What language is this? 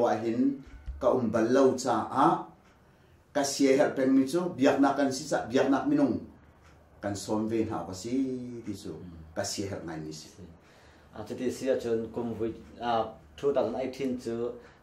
Hakha Chin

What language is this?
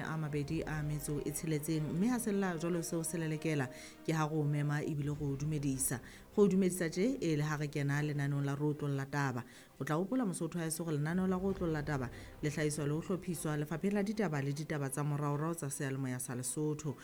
Southern Sotho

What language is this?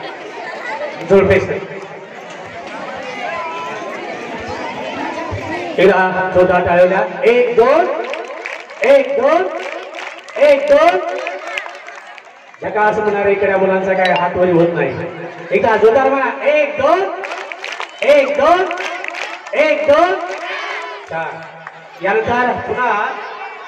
Marathi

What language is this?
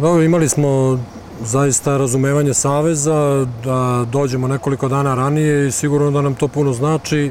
Serbian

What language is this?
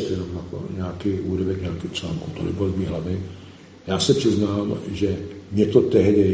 Czech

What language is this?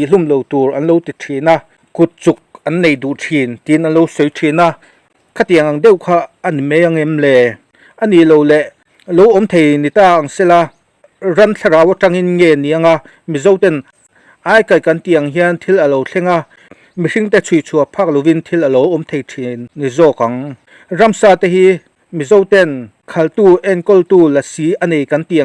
Mizo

